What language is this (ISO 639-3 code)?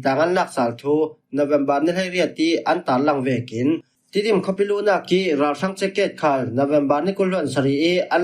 cfm